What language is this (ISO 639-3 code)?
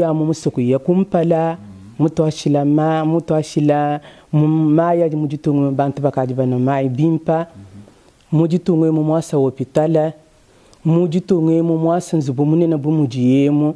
lua